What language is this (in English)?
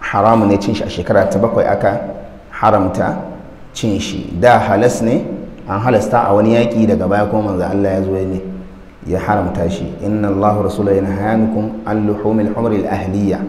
Hausa